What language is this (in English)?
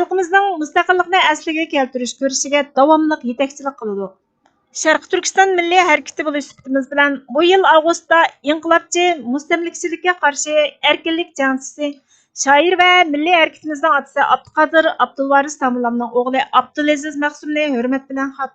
Uyghur